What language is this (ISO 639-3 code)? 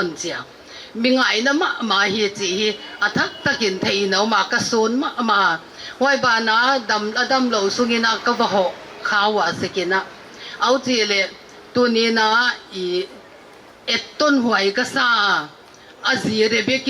pck